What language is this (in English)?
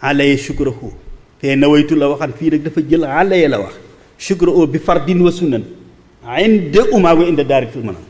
Wolof